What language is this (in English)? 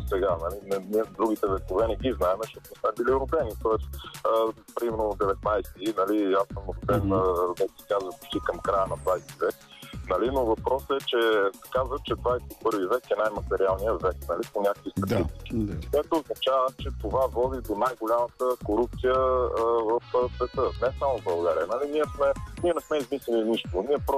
Bulgarian